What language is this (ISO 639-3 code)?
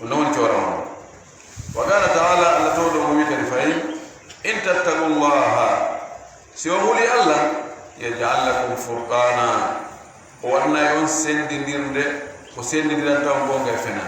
ful